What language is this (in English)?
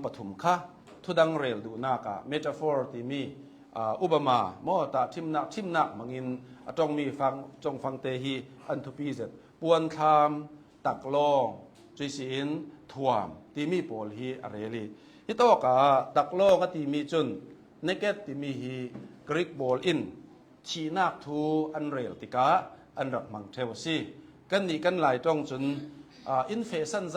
Hakha Chin